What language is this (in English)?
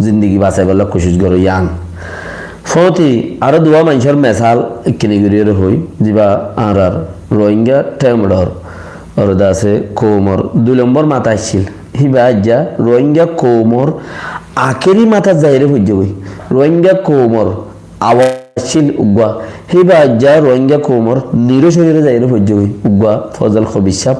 Rohingya